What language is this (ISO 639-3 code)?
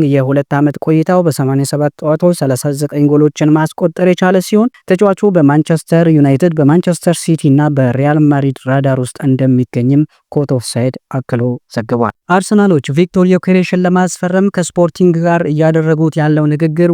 amh